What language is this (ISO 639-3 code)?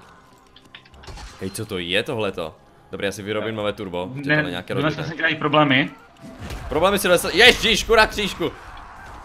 ces